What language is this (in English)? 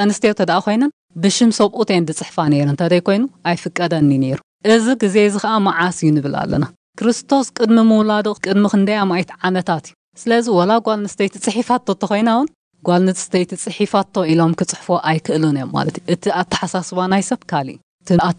Tigrinya